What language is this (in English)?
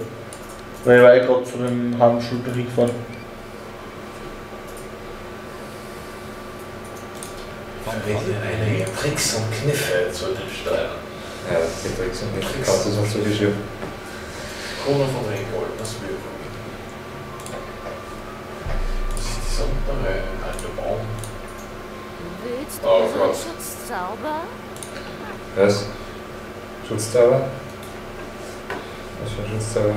German